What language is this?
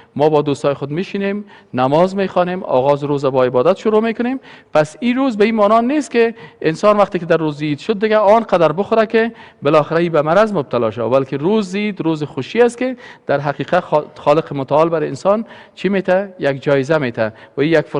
Persian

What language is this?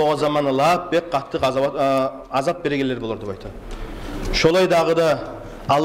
Kumyk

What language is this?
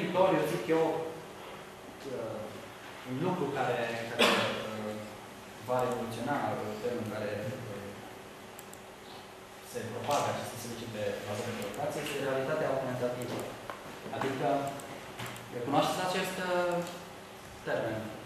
Romanian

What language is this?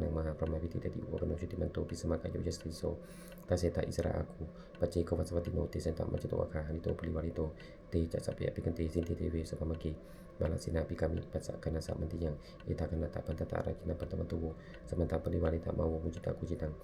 Pali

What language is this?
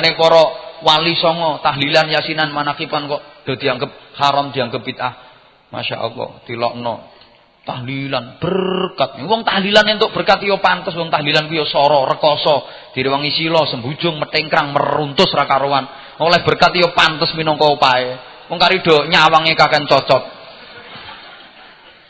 Javanese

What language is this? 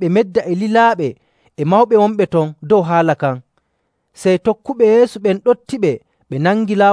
Nigerian Fulfulde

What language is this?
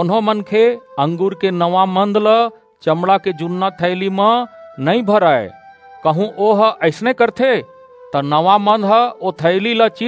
Chhattisgarhi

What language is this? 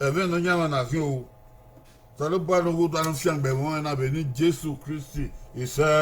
Bini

